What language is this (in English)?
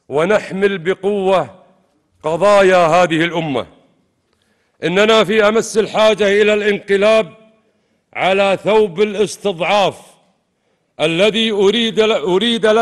Arabic